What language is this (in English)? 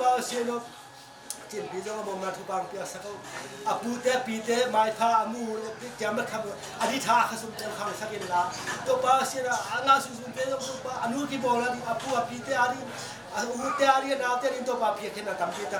Tedim Chin